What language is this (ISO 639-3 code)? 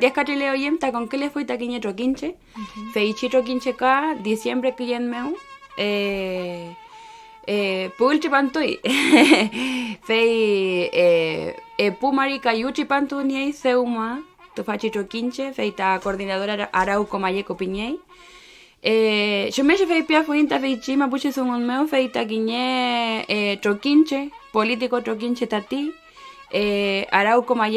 arn